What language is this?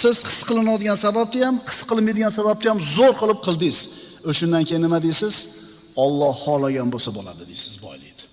Uzbek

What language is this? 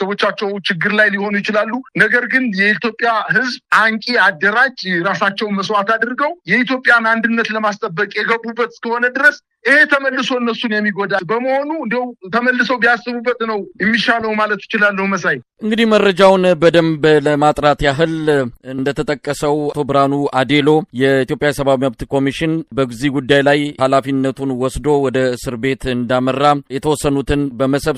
Amharic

